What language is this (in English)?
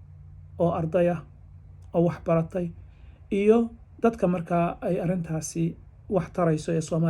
Somali